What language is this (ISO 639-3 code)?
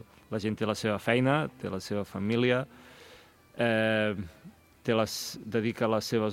cat